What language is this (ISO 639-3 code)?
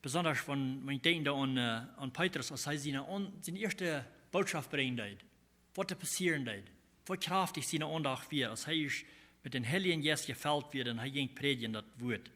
pdt